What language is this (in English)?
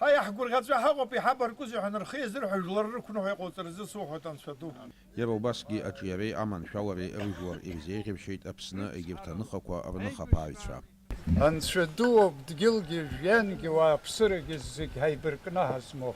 Abkhazian